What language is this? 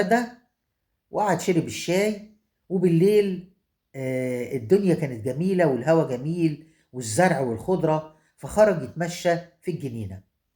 Egyptian Arabic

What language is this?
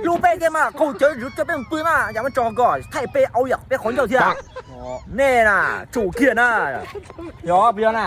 Hmong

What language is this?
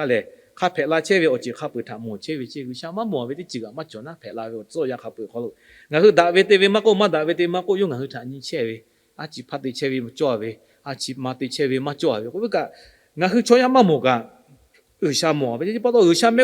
Lahu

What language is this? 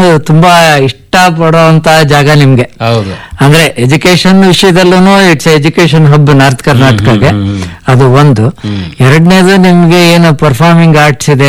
Kannada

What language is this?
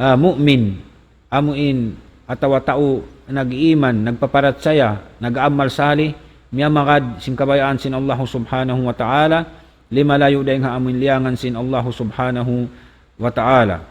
Tausug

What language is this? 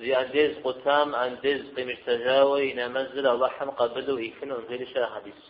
Kabardian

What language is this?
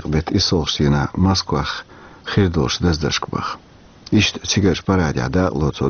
Chechen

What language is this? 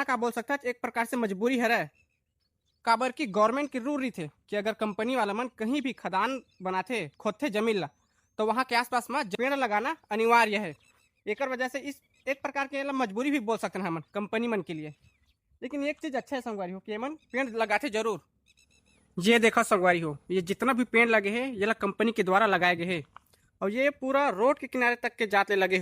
Chhattisgarhi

